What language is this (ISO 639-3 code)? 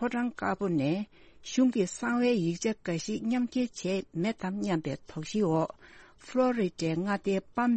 bod